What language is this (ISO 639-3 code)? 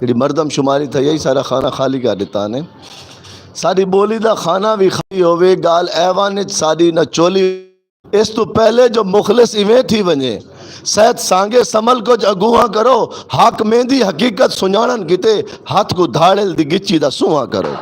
skr